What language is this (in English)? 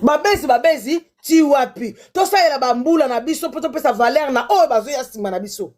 Lingala